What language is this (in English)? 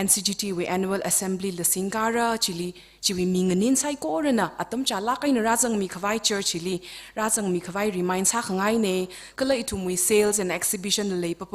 Tangkhul Naga (India)